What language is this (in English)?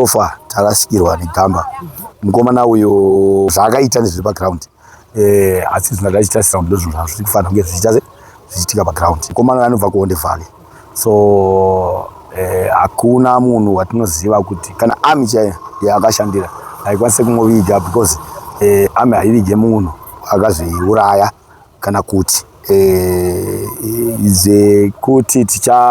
Shona